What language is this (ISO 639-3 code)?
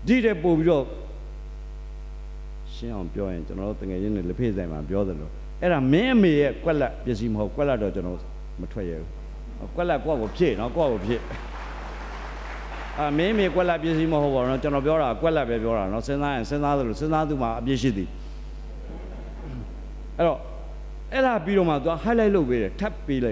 mya